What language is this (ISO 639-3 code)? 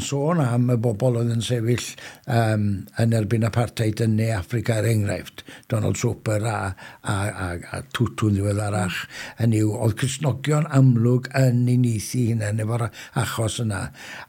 cym